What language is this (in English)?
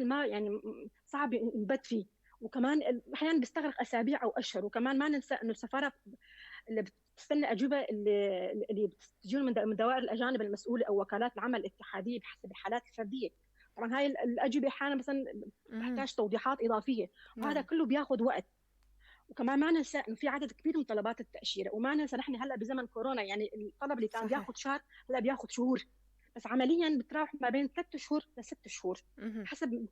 North Levantine Arabic